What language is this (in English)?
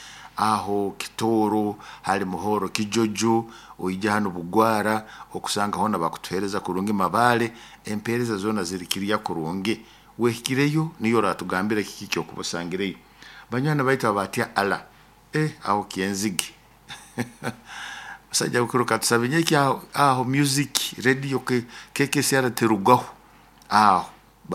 Nyoro